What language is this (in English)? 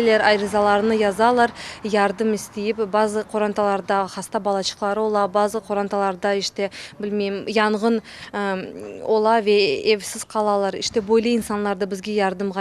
Crimean Tatar